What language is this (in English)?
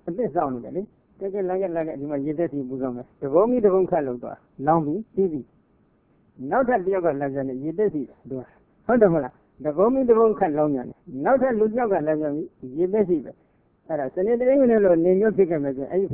Burmese